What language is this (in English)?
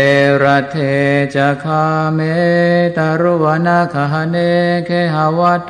Pali